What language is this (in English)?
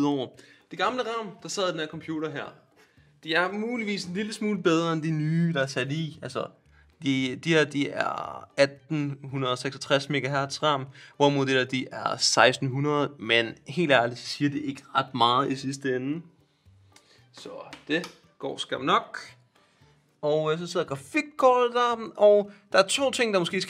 Danish